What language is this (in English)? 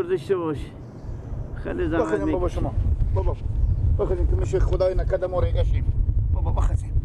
Persian